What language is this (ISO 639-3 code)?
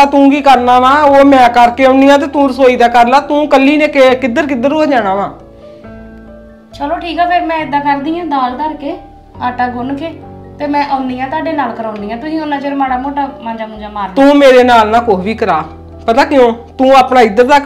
pan